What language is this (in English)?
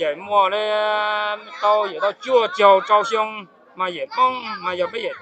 Hmong